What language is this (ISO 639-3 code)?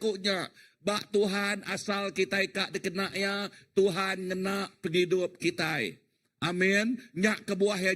iba